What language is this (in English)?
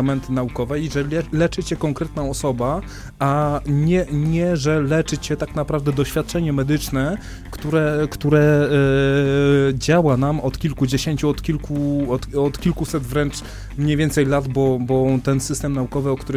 Polish